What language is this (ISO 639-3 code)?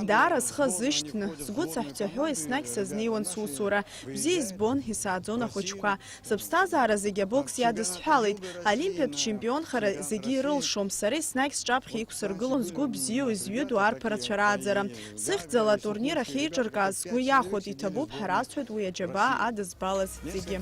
abk